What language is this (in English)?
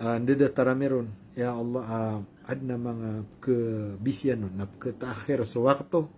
Maranao